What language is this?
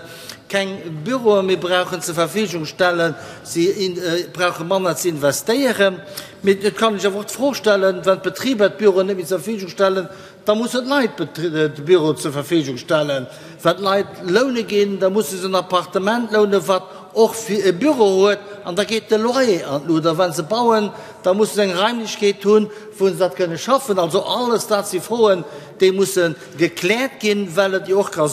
Luxembourgish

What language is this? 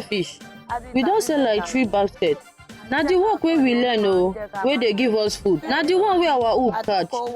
Nigerian Pidgin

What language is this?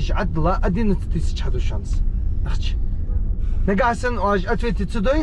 Ingush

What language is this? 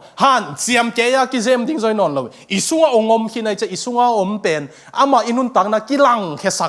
Tedim Chin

